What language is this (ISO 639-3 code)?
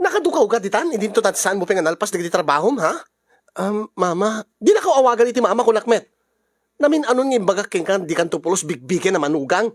ilo